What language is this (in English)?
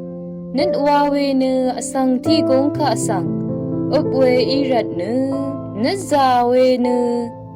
Rawang